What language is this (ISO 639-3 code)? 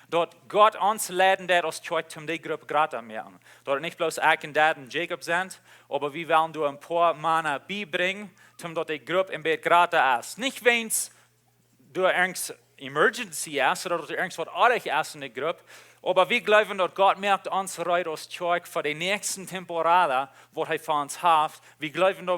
pdt